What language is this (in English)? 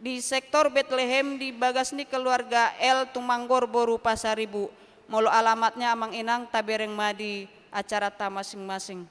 Batak Toba